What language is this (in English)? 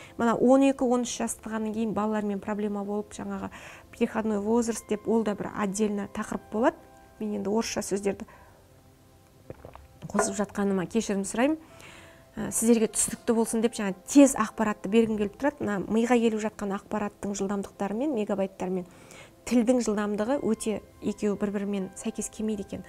Kazakh